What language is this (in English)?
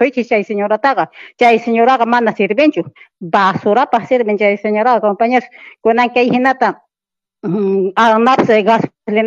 Quechua